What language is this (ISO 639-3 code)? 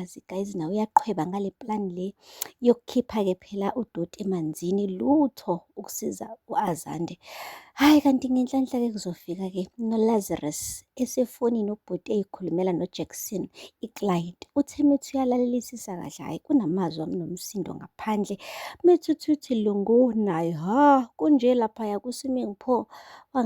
zul